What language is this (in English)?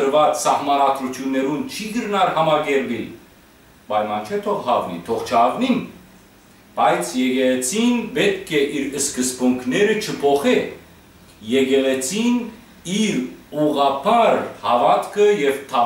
Western Armenian